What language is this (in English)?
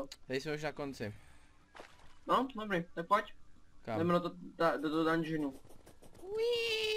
Czech